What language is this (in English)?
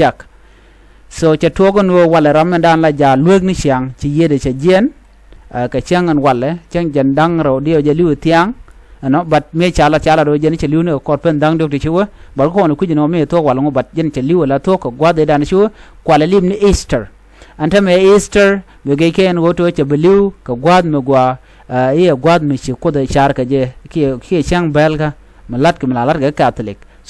Nuer